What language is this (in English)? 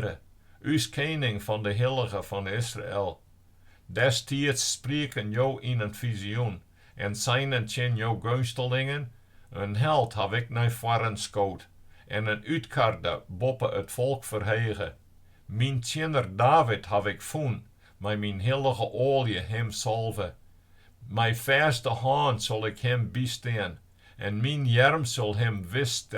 Western Frisian